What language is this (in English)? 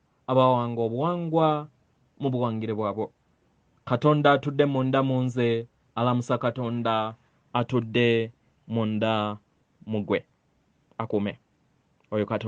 Ganda